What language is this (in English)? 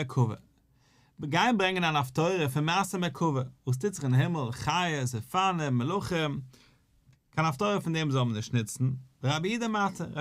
Yiddish